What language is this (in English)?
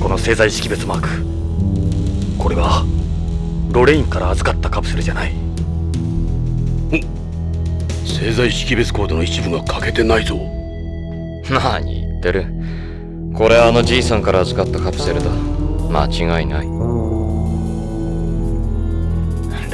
Japanese